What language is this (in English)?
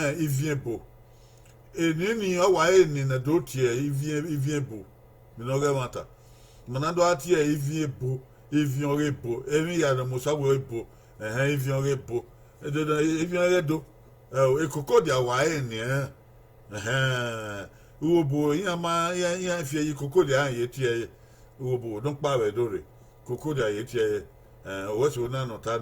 Bini